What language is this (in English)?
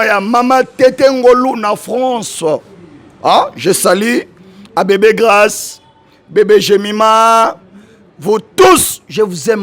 Lingala